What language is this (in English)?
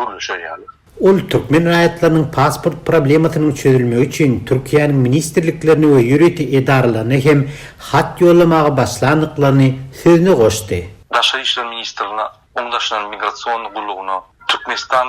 Turkmen